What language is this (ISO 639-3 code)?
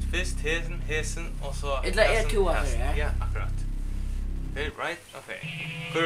fao